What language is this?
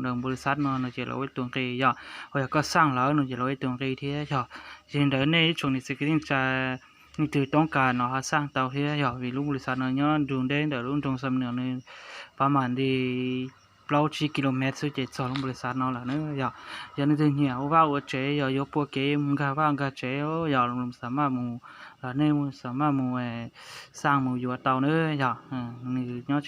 Hmong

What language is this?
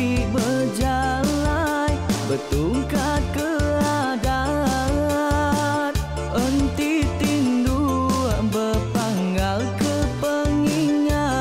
Iban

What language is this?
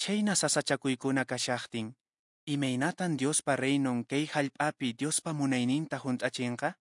Quechua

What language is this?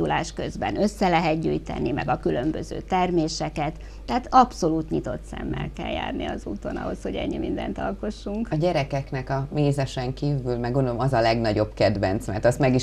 Hungarian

